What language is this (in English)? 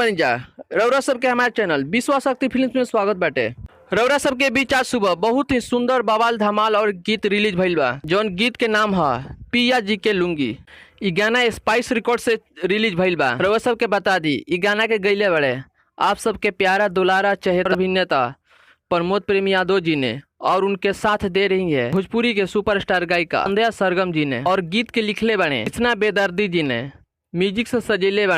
Bhojpuri